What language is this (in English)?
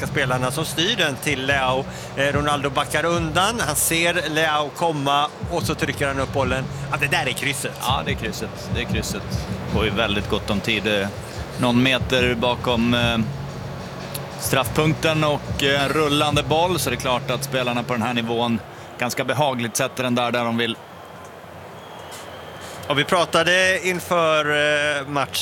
Swedish